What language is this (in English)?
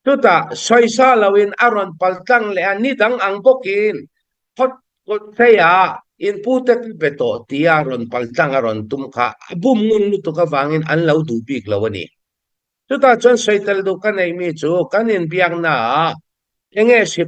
Mizo